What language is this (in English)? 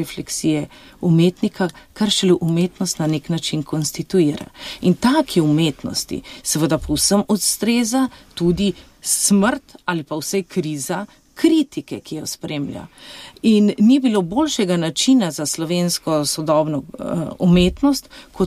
Slovenian